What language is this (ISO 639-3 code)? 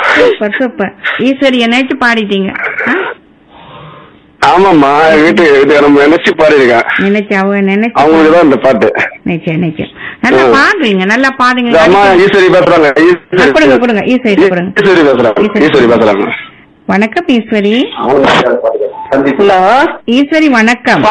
tam